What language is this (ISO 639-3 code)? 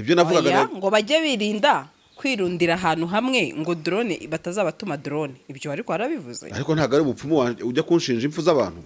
kin